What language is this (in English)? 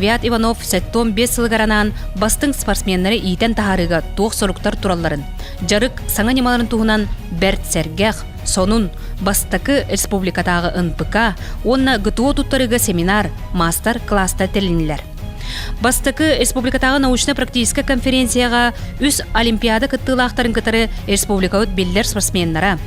Yakut